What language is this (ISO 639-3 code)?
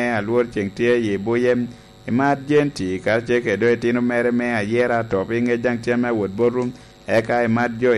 laj